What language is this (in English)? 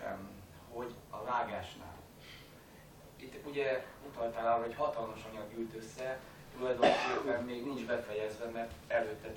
Hungarian